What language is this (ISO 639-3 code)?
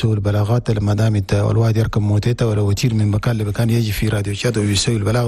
shu